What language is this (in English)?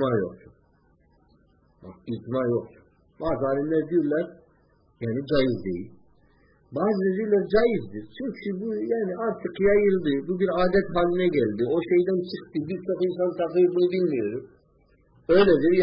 Turkish